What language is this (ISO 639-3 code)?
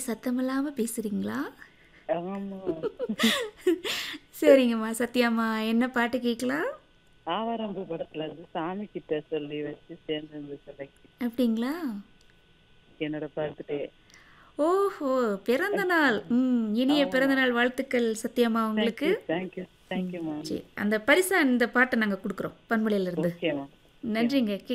tam